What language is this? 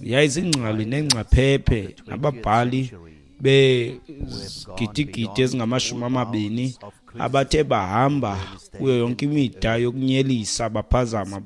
Xhosa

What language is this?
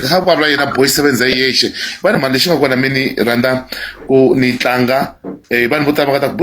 Tsonga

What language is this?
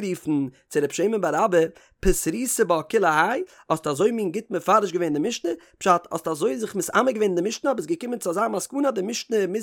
Yiddish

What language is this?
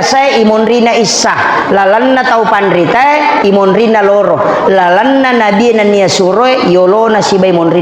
Buginese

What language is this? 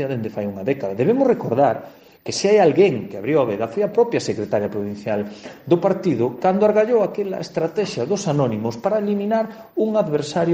Galician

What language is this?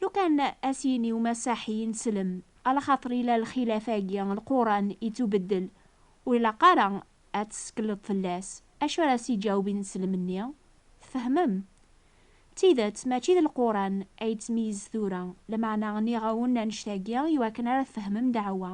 Kabyle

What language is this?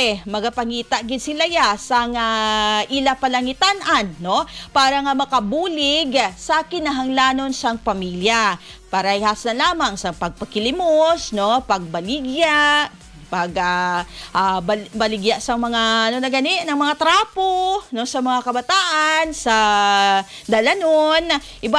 Hiligaynon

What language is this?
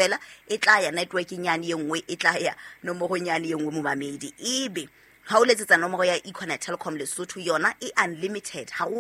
Southern Sotho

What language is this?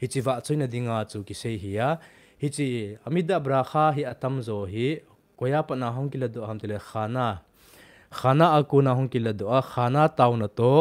Thado Chin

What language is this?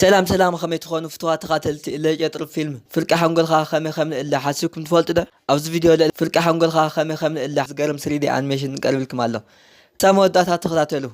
Tigrinya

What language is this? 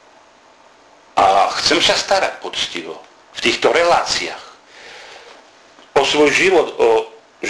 Slovak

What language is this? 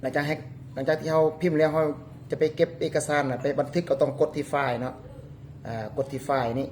Lao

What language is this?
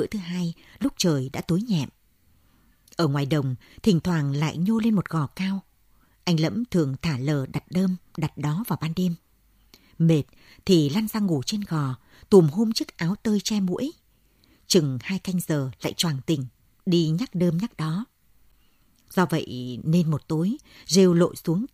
Vietnamese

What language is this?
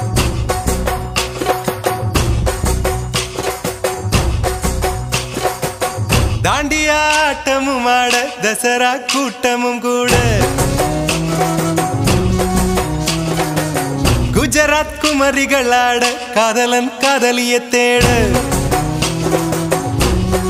Tamil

